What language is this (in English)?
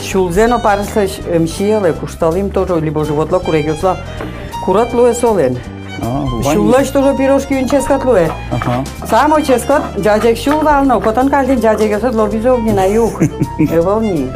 Udmurt